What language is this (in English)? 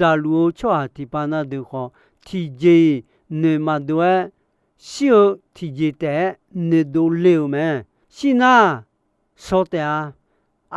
Akha